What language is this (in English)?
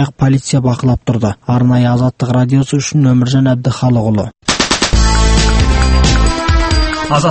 Kazakh